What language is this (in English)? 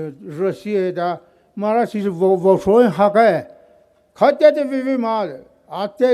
Poumei Naga